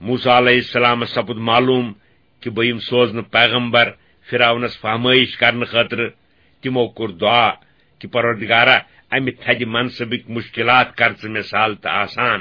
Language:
Kashmiri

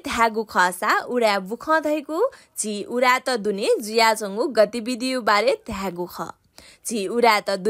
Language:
Newari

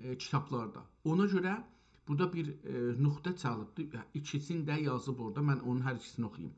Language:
South Azerbaijani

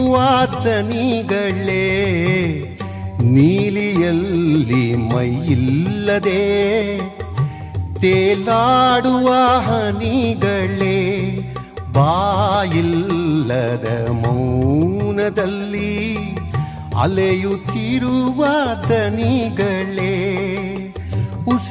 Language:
Kannada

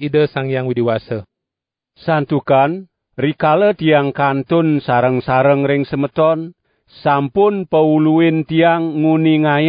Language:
Balinese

